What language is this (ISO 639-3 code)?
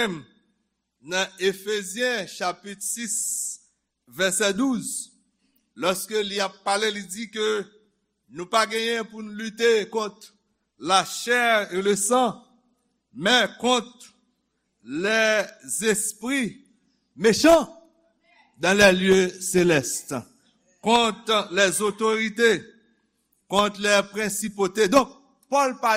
hat